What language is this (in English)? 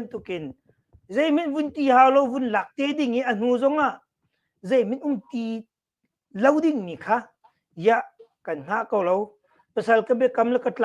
Hakha Chin